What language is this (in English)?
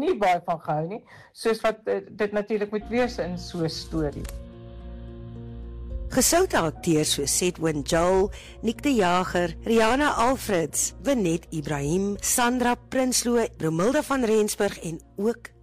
Afrikaans